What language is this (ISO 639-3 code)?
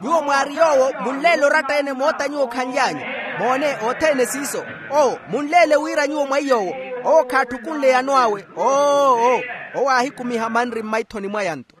vmw